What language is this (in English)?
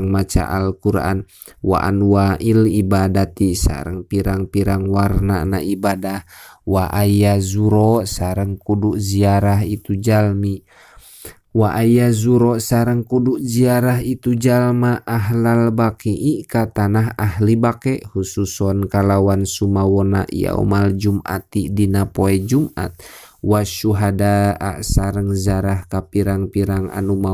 Sundanese